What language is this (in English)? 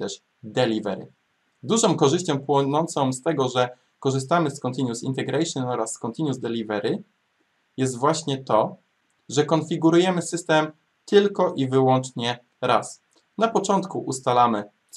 Polish